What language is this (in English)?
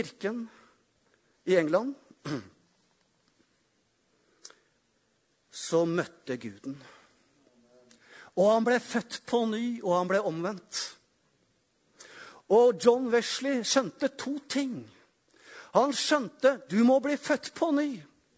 Norwegian